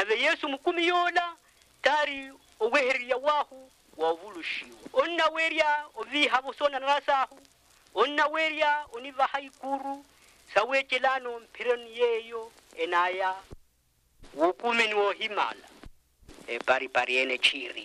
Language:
Makhuwa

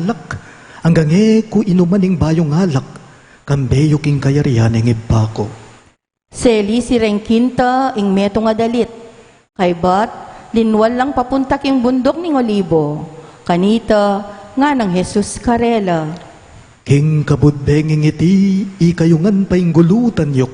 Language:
Pampanga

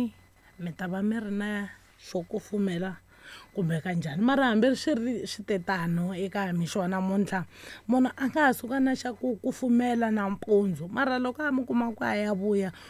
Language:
Tsonga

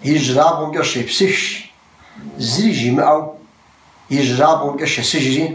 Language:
Kabardian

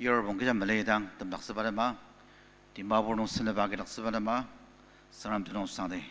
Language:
Ao Naga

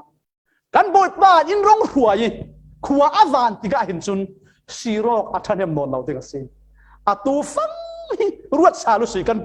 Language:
Falam Chin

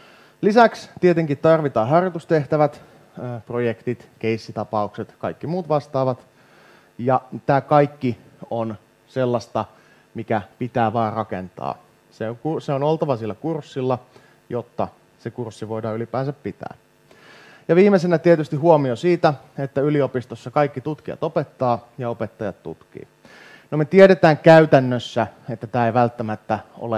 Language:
Finnish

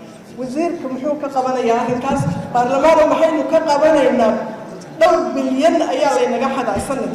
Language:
Somali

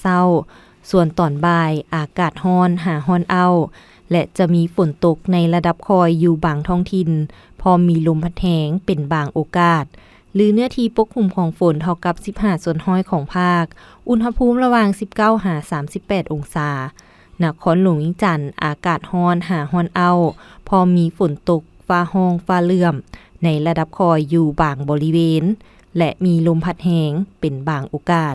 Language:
Lao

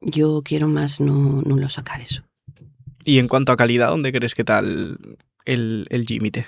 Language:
Asturian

